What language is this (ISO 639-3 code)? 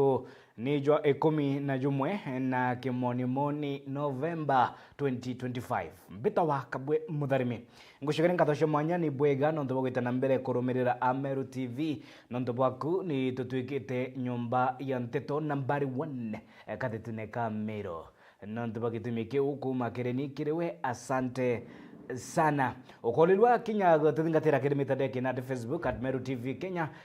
mer